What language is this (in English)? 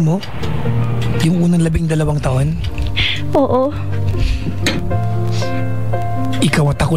Filipino